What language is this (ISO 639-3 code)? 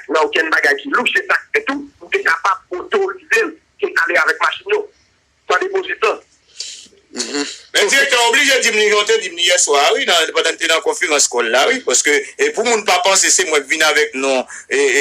hat